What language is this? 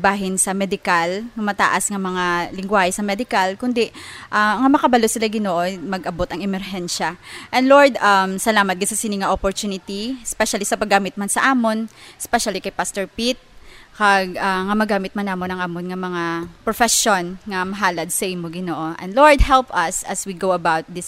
Hiligaynon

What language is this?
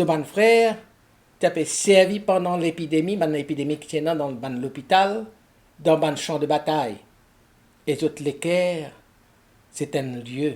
Morisyen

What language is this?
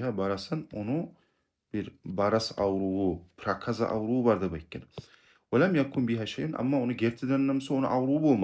Kumyk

